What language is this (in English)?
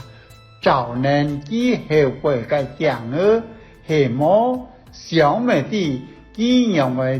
Hakka Chinese